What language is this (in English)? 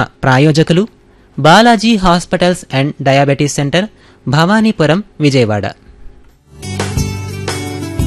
Telugu